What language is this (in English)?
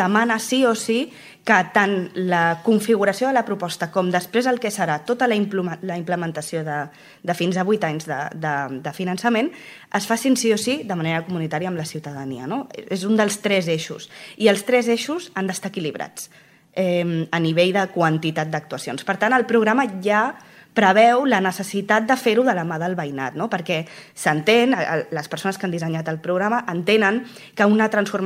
Catalan